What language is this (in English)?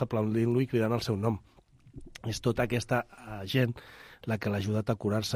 Catalan